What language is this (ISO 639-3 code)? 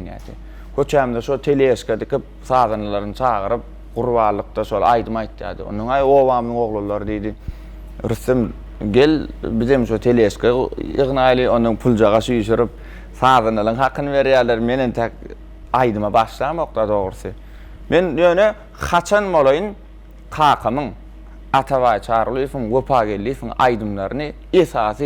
tuk